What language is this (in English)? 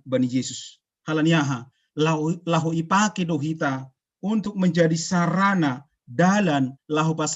Batak Simalungun